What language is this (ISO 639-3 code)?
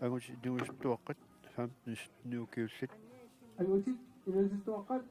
kal